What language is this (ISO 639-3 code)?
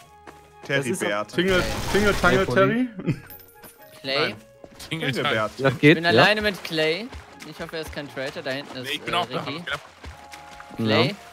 deu